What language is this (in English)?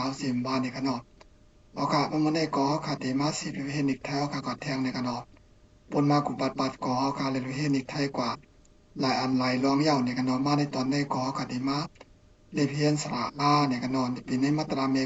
Shan